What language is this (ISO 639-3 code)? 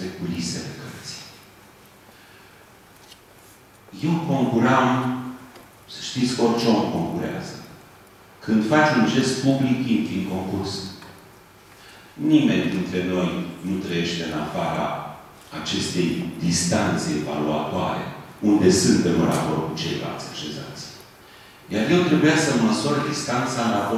ron